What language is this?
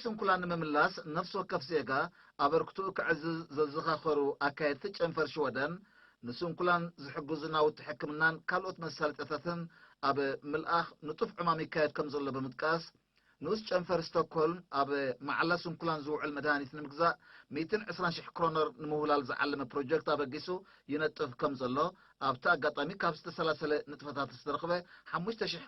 Tigrinya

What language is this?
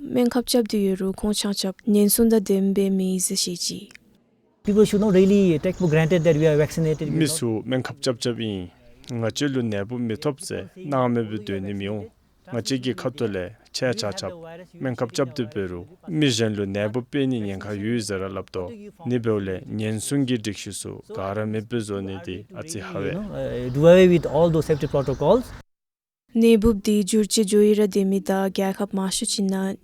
Dzongkha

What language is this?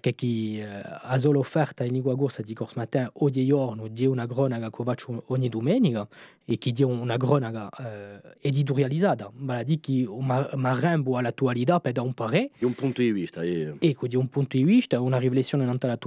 Corsican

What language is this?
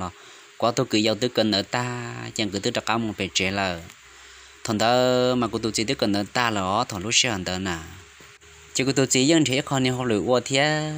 Hmong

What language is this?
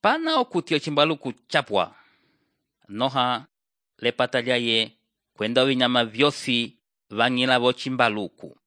Umbundu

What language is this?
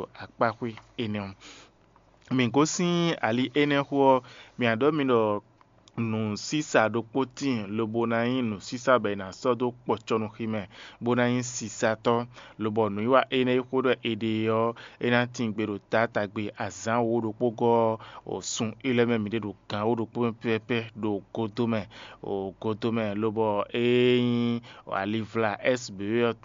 Fon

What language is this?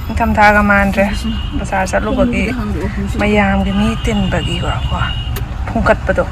Manipuri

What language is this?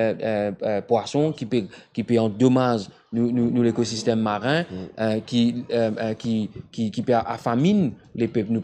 Morisyen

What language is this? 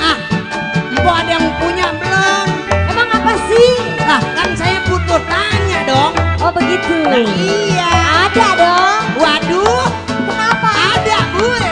Betawi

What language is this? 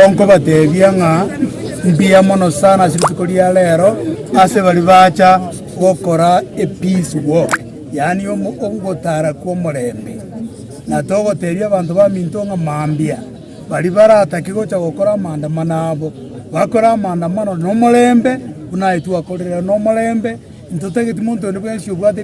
Gusii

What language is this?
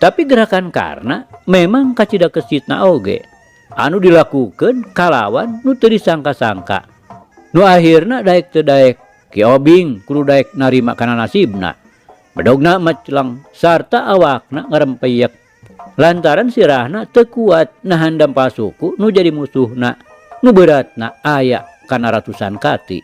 Sundanese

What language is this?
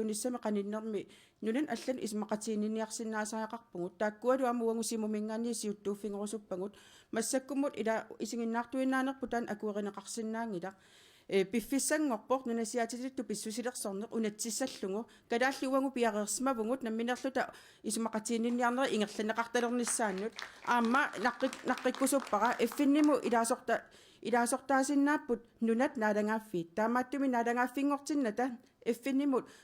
Kalaallisut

